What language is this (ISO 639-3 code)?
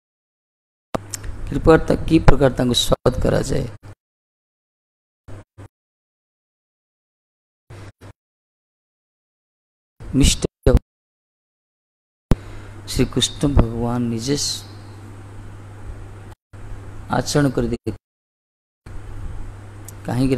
ori